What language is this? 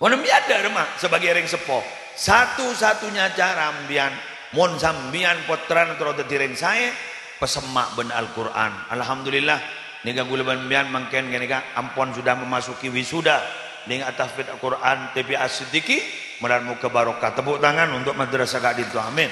Madurese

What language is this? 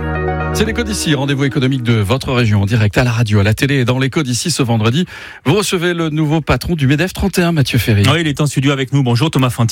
French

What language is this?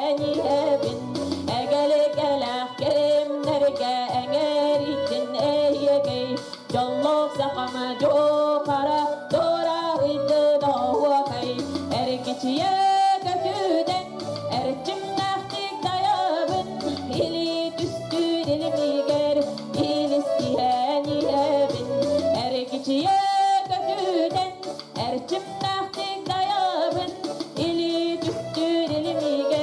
Yakut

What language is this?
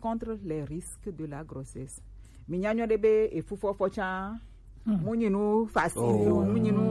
Gen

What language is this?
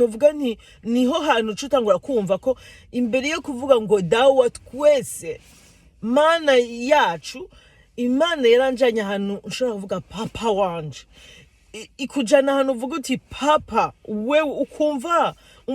Rundi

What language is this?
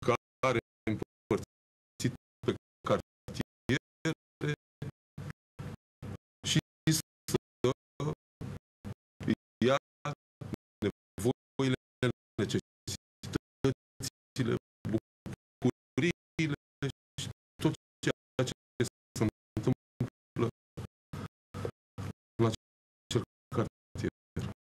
Romanian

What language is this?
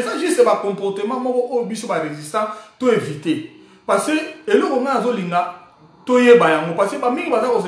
Lingala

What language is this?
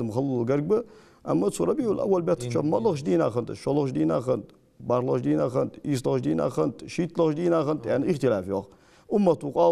Ingush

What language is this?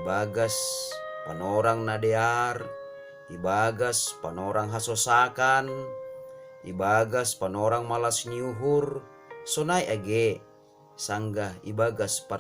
Batak Simalungun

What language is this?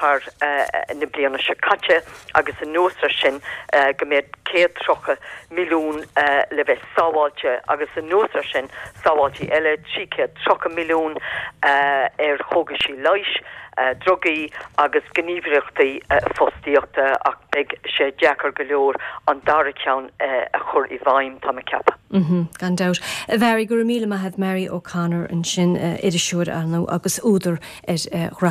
Irish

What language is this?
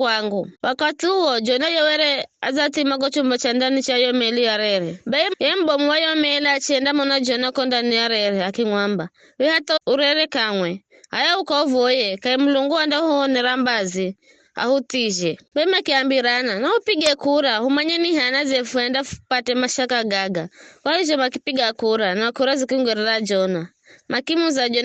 Giryama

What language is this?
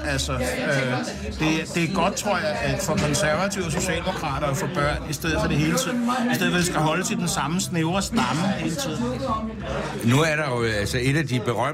Danish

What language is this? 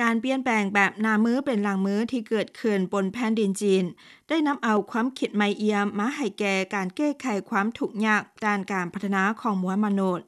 Lao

